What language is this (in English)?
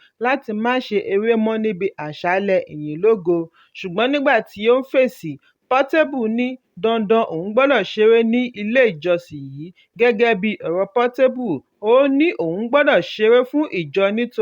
Yoruba